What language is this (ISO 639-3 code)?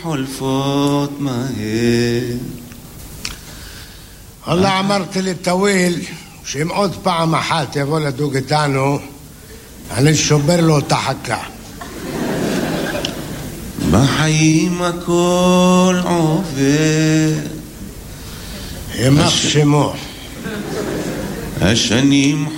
heb